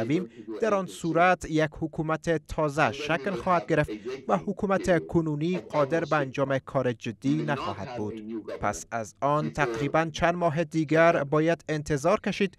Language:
Persian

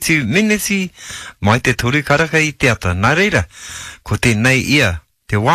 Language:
Māori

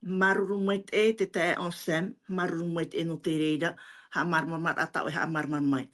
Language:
Tahitian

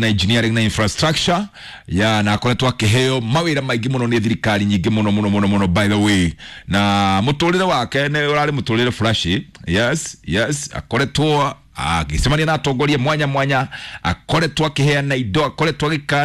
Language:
Kikuyu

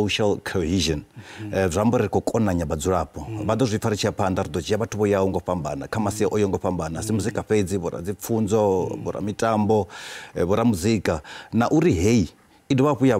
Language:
Venda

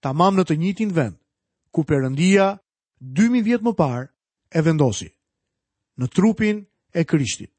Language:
Albanian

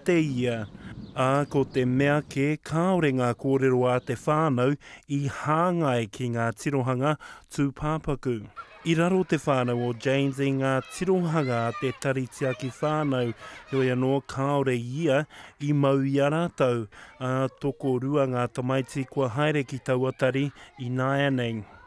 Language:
Māori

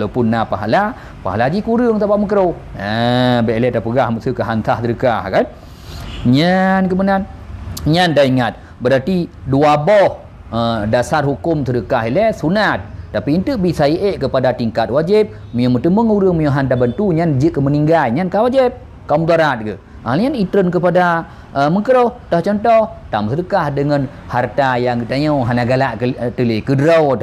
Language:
Achinese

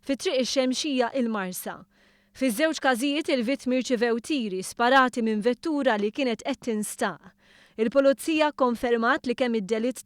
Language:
Maltese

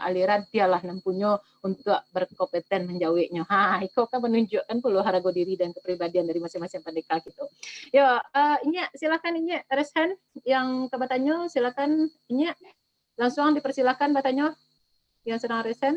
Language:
Minangkabau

